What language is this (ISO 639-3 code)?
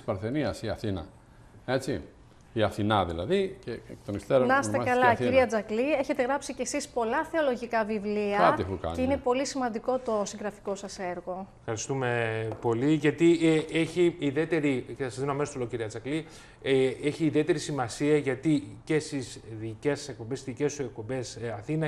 ell